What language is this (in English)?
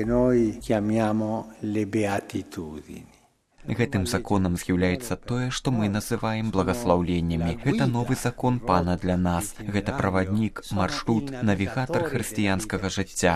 Belarusian